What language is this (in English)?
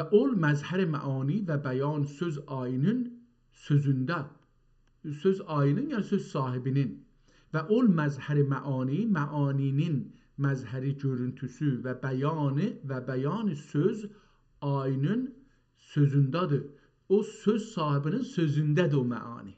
South Azerbaijani